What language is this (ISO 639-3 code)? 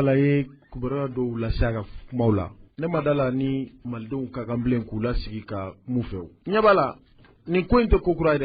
bam